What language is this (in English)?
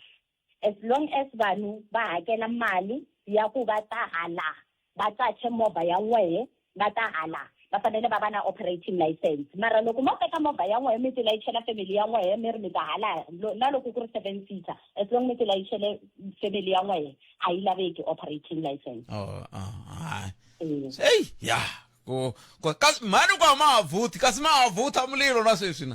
Tsonga